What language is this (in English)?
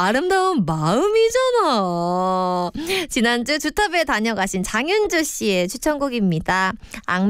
Korean